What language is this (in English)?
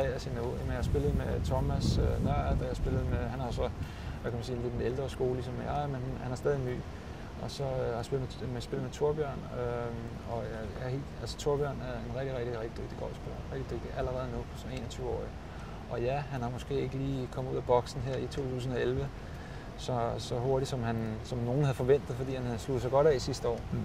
Danish